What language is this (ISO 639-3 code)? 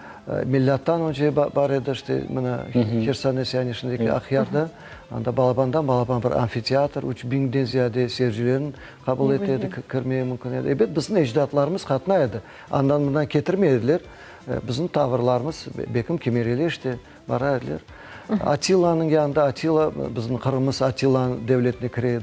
crh